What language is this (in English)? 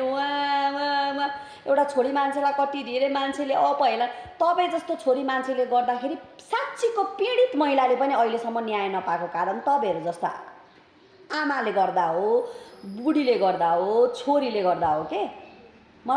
Nepali